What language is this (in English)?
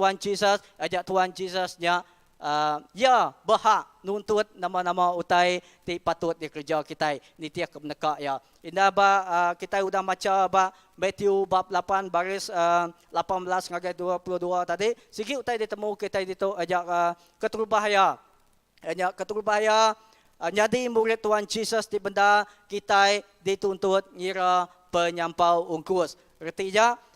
Iban